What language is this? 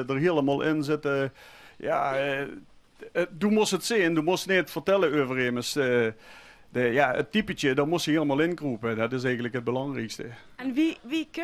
Limburgish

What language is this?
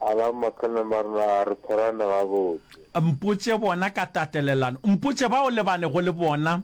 Northern Sotho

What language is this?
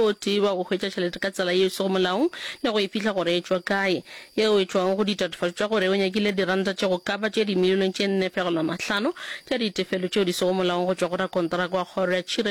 Northern Sotho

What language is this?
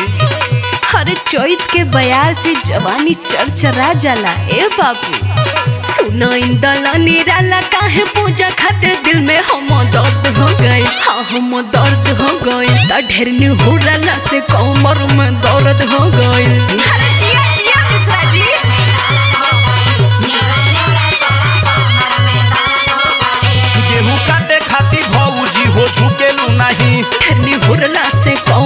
Bhojpuri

